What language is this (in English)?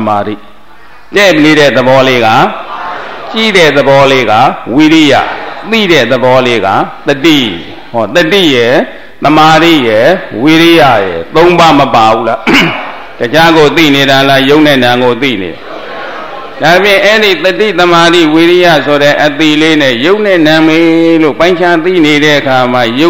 Burmese